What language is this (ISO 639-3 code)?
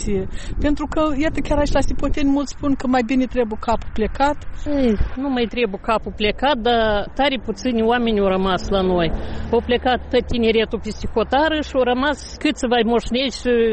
ron